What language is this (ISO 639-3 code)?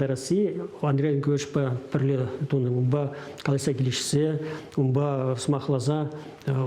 chv